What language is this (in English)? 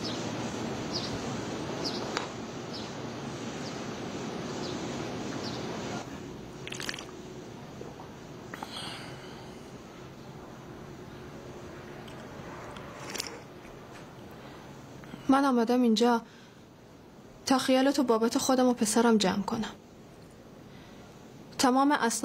Persian